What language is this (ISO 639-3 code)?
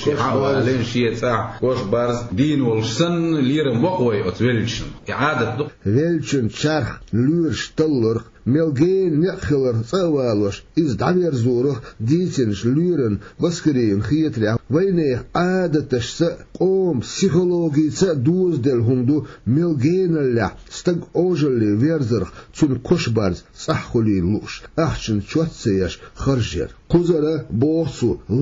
che